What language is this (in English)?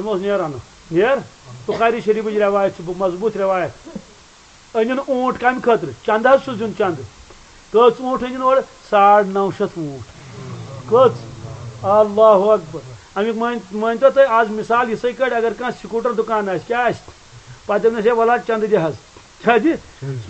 Kashmiri